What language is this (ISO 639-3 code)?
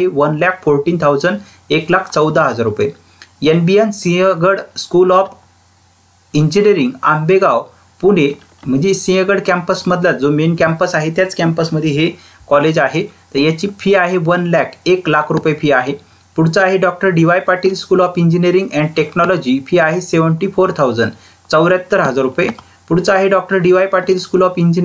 mar